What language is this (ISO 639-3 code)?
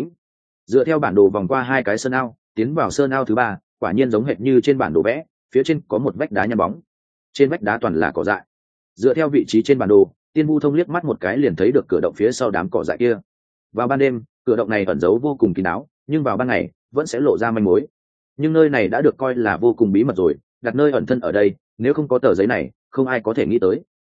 vie